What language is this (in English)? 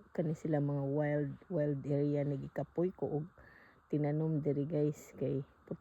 Cebuano